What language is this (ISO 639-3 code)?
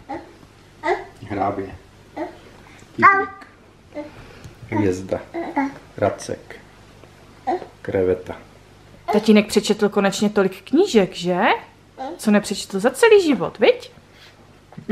ces